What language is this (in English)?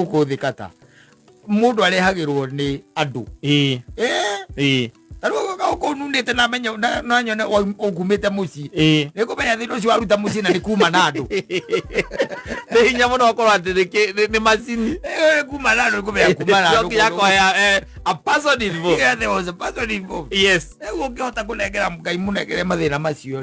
Kikuyu